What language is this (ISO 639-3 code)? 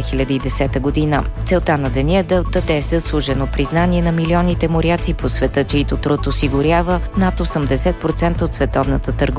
bul